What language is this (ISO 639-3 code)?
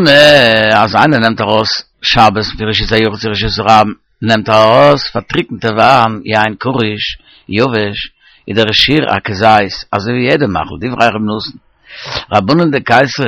yid